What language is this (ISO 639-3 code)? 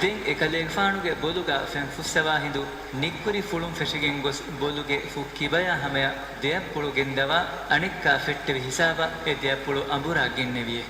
div